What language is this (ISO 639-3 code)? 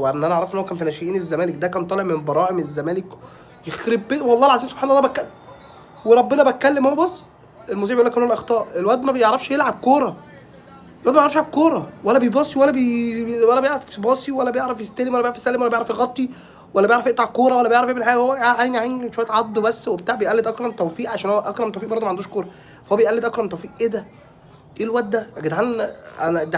arz